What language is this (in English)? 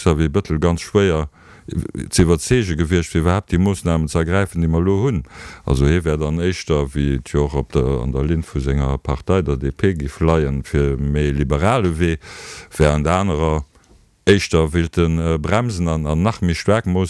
Luxembourgish